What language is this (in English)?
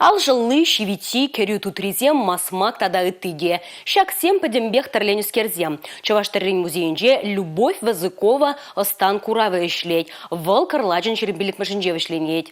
Chuvash